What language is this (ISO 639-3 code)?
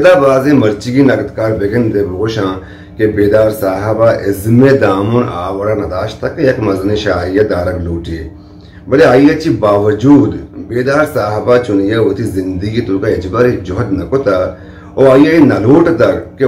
bgp